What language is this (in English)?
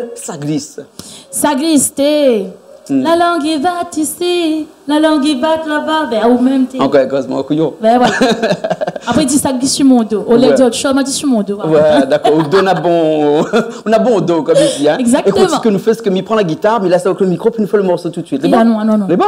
Réunion Creole French